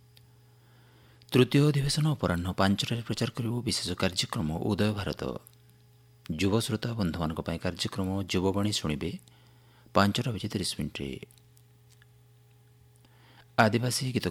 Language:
Odia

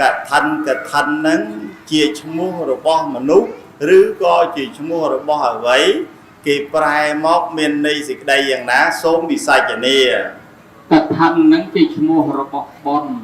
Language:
Khmer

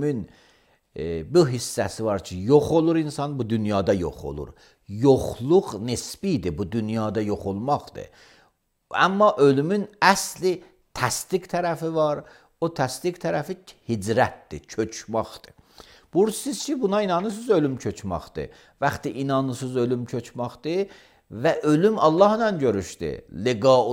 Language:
Azerbaijani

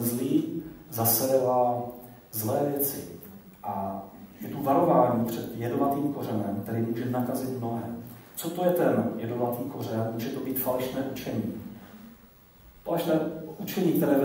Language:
Czech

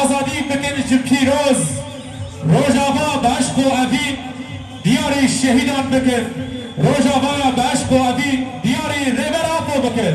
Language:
Kurdish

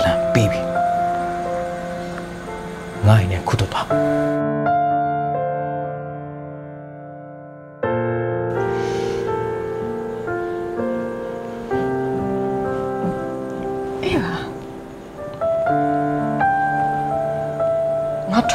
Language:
Burmese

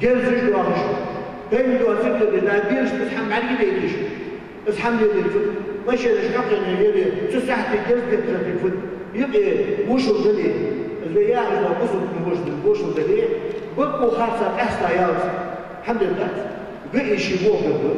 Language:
Ingush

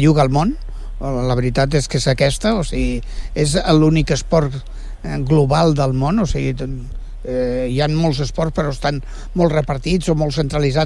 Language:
Catalan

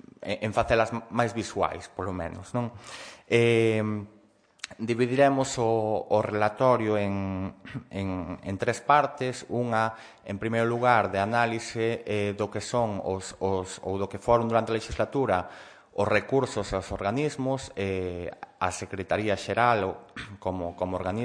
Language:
Galician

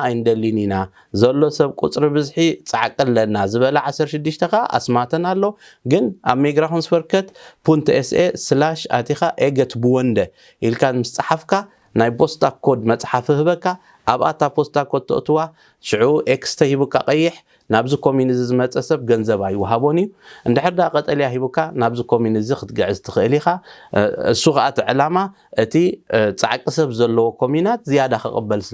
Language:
Tigrinya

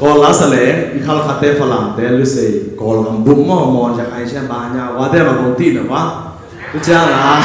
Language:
Tedim Chin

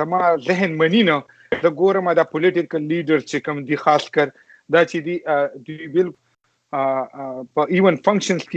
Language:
Pashto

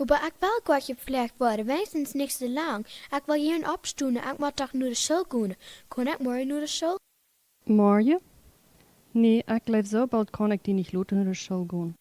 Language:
Plautdietsch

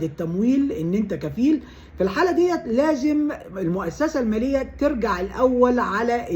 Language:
Egyptian Arabic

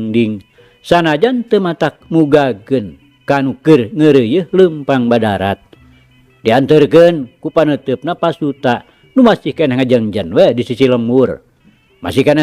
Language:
Sundanese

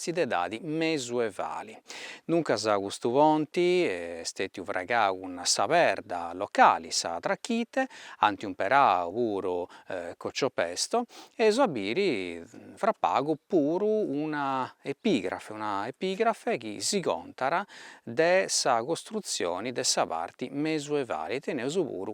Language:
Sardinian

